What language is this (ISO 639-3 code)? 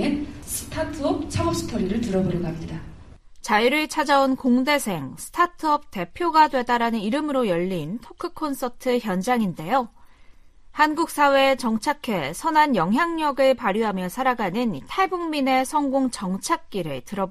kor